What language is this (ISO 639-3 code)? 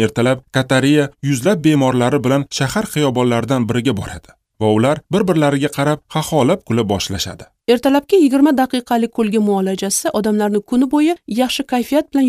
uzb